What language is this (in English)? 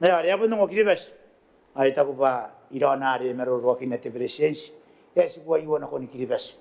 Gilbertese